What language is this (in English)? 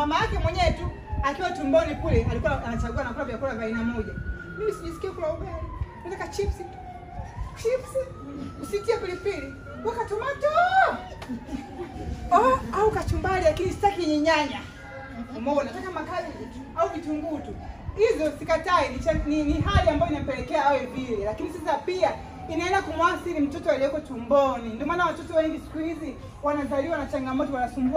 Swahili